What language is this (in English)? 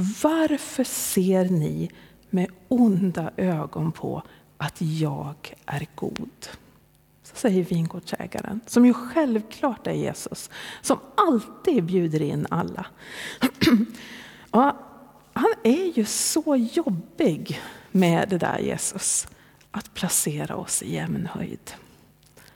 Swedish